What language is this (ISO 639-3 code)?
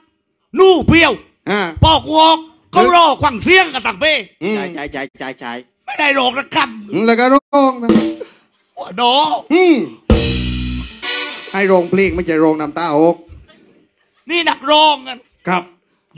tha